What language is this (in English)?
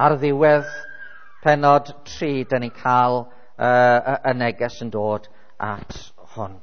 Welsh